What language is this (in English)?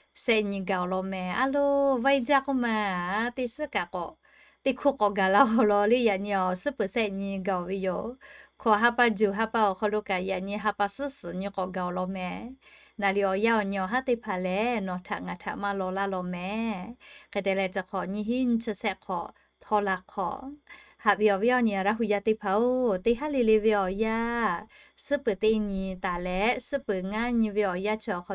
Lahu